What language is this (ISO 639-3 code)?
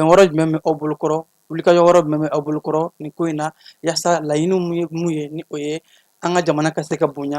bam